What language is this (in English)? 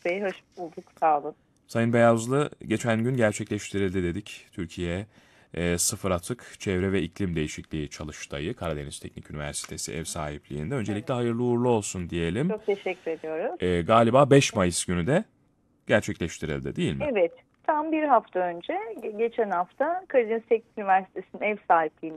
Turkish